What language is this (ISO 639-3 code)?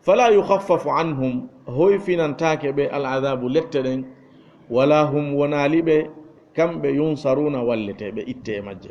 ful